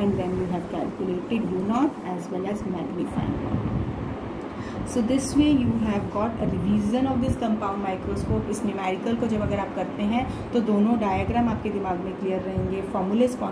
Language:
Hindi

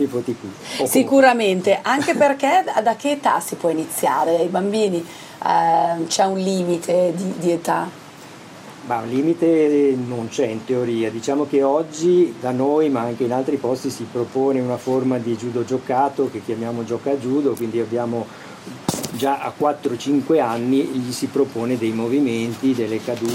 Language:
Italian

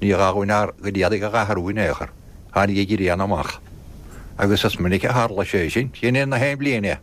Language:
Irish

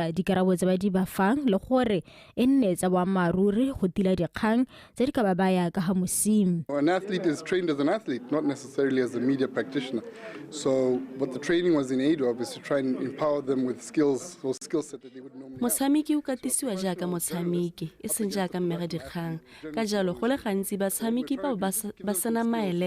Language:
Tswana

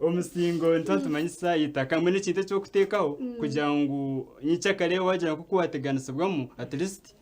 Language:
Nyankole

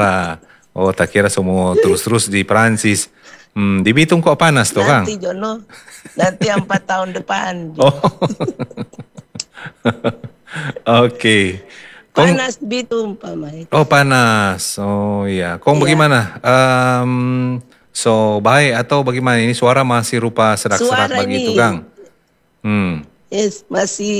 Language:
Indonesian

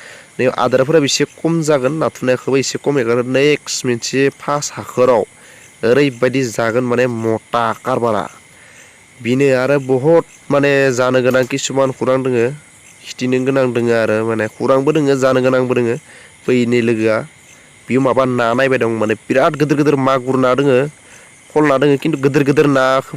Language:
Bodo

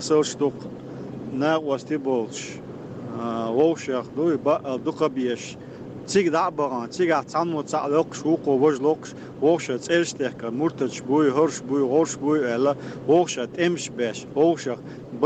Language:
Chechen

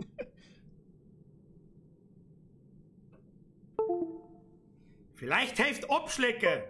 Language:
Bavarian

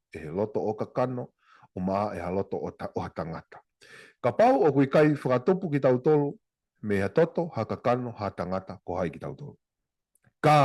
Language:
Tongan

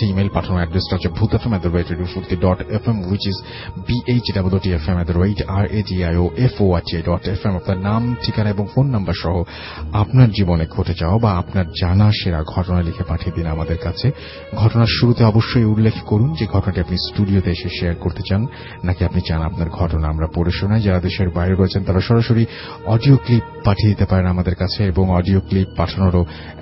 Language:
Bangla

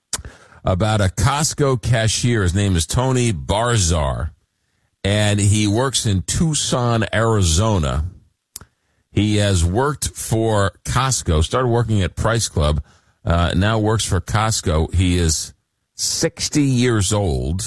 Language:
English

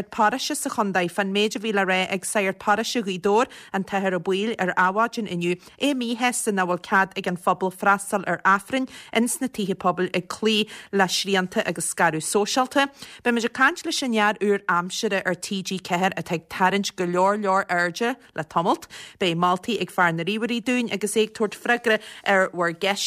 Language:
Irish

